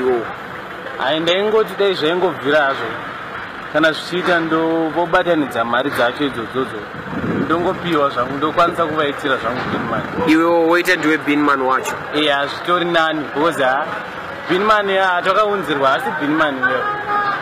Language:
Shona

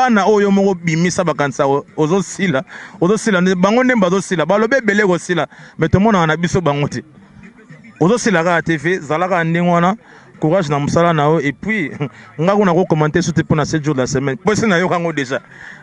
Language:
Lingala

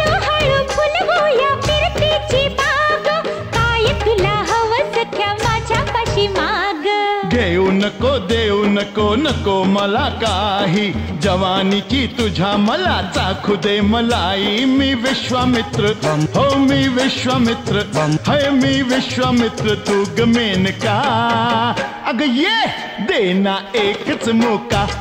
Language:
Marathi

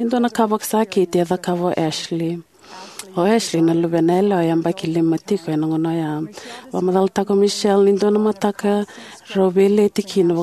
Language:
Fijian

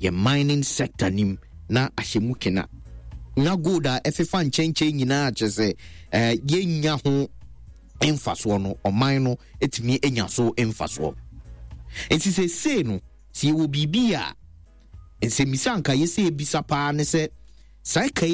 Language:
Akan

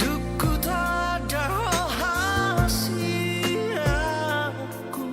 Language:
Batak Toba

